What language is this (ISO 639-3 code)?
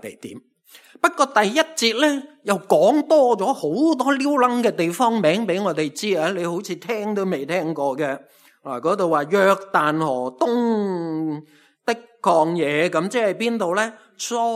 yue